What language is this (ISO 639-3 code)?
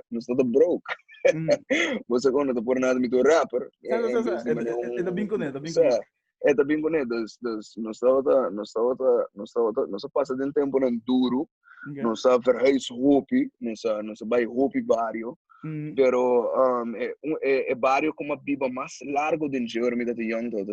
pap